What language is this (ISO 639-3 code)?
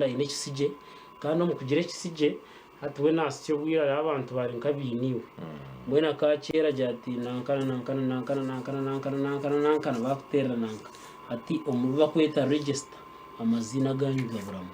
nyn